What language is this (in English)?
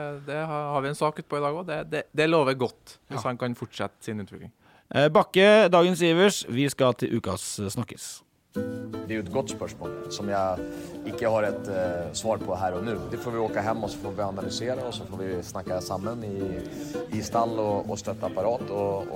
Norwegian